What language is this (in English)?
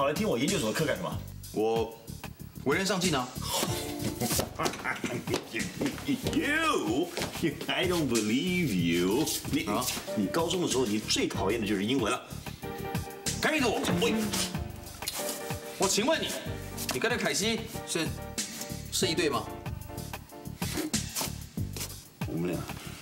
Chinese